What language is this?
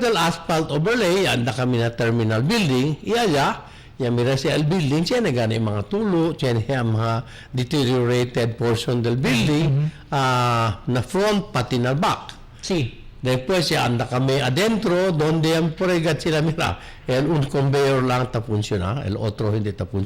Chavacano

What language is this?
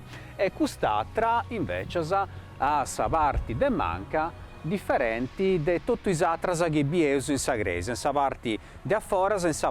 Sardinian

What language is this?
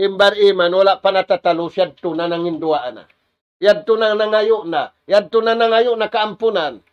Tausug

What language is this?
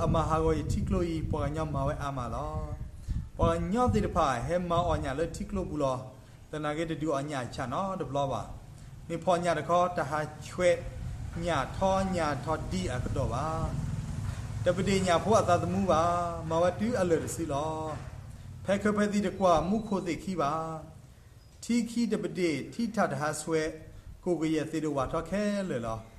S'gaw Karen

